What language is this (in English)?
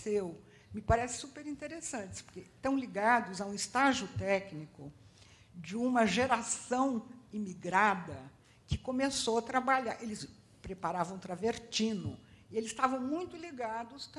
Portuguese